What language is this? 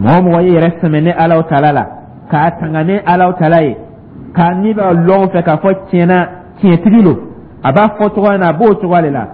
Dyula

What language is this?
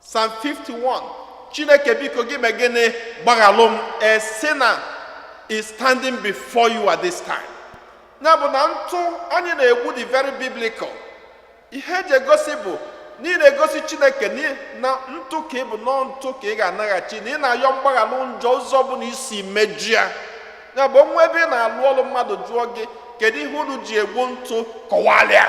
Igbo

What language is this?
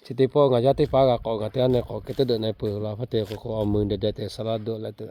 Lahu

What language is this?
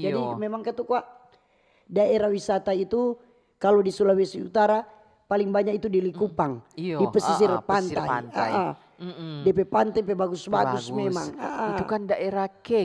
Manado Malay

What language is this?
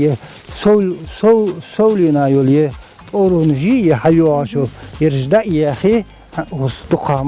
Ingush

